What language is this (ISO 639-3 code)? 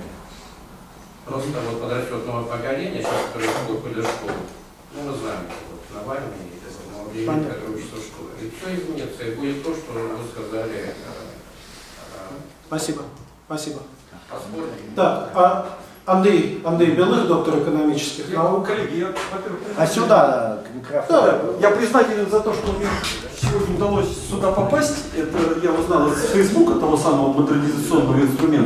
rus